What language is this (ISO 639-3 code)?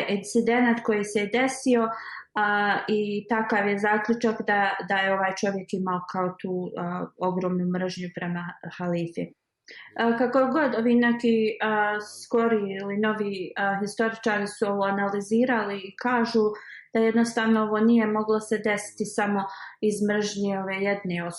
bos